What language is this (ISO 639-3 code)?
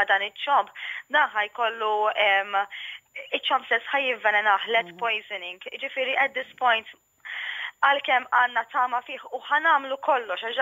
mlt